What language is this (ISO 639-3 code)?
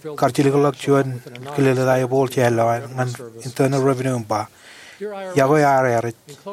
mah